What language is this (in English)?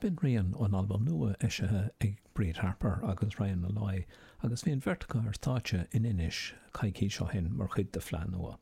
Irish